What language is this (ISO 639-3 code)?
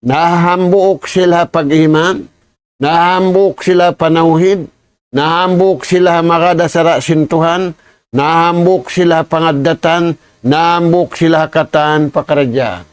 tsg